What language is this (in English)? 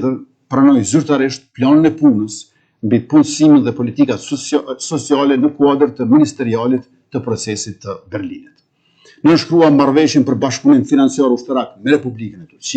Albanian